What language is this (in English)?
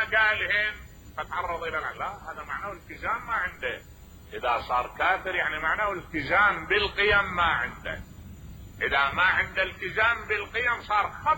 Mesopotamian Arabic